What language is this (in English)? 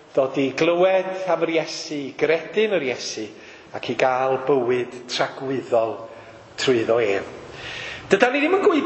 Welsh